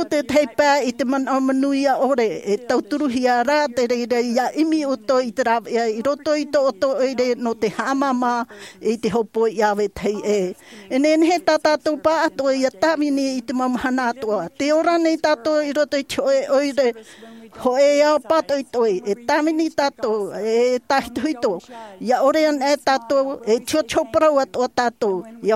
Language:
Tahitian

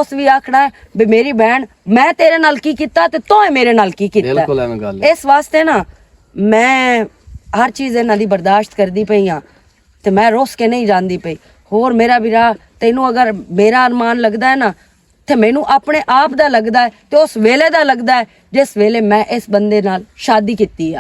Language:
Western Panjabi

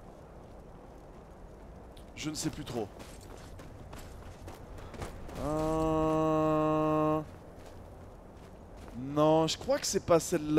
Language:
French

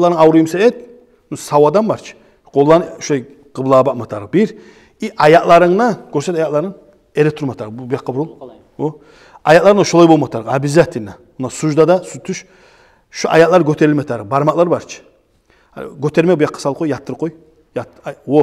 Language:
Kumyk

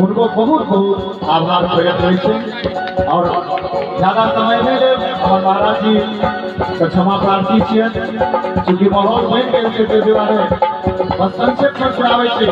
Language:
Maithili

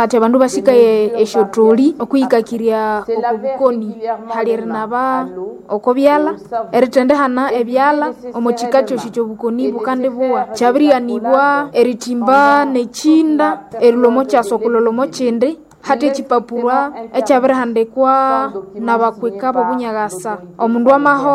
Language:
Nande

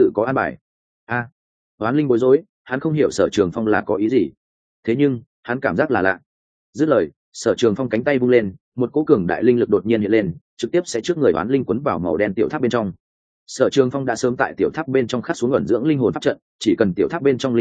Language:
Vietnamese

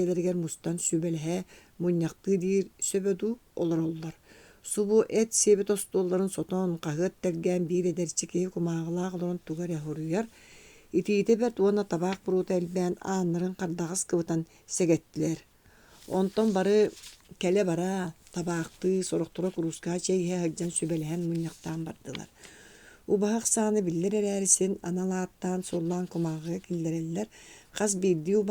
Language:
Yakut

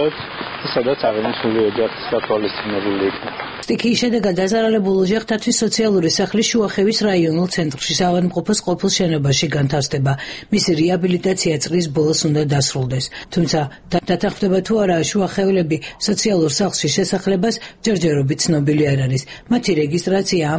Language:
Georgian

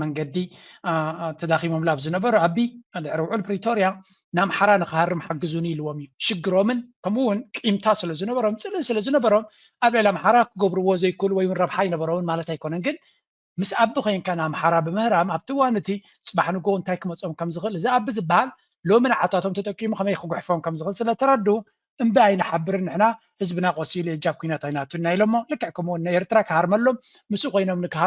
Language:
Tigrinya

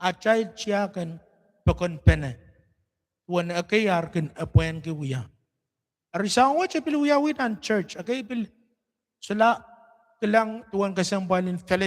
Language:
Pohnpeian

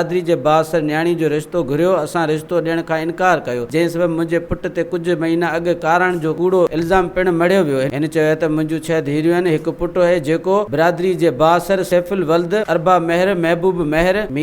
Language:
Sindhi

